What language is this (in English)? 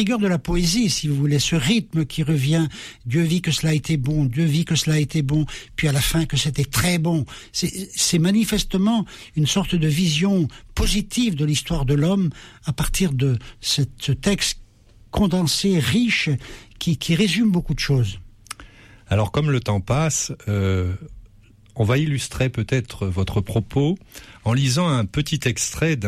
French